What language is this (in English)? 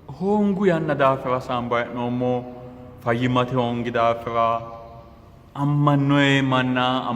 Sidamo